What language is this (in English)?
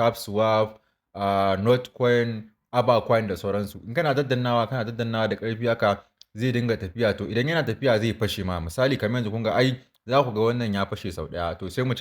Hausa